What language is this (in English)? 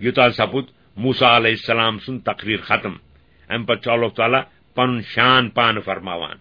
Kashmiri